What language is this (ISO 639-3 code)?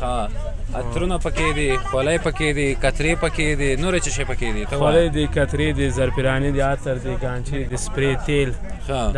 pus